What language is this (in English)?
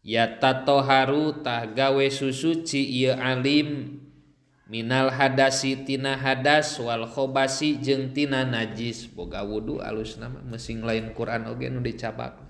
Sundanese